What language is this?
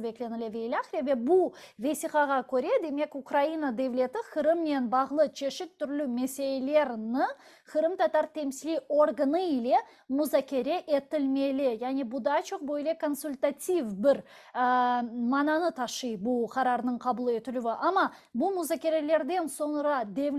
Crimean Tatar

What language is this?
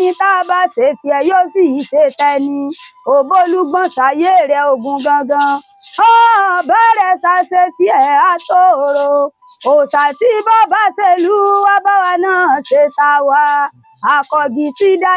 Yoruba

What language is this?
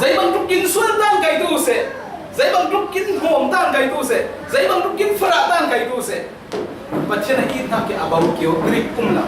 Falam Chin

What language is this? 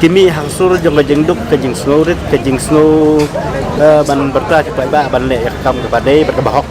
Khasi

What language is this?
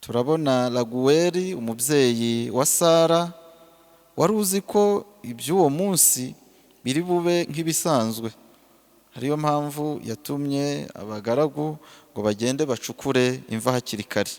Kinyarwanda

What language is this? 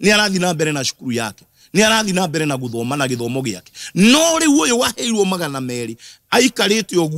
Kikuyu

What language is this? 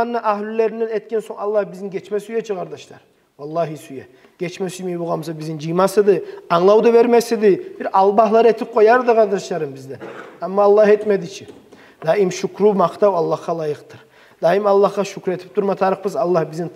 Kumyk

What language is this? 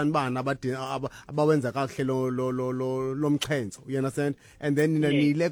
Xhosa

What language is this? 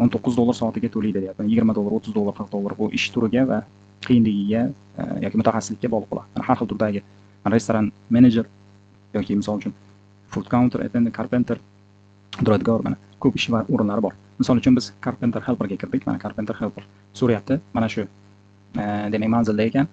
Uzbek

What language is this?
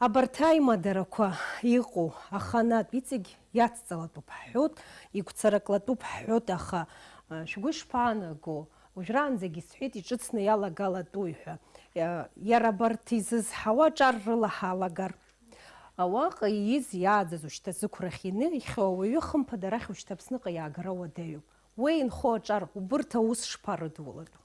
Abkhazian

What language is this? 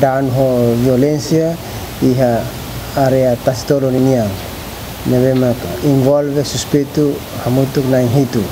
Tetum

